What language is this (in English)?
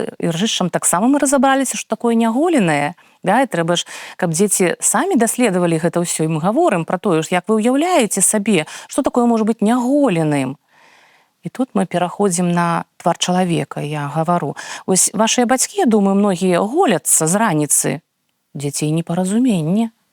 Belarusian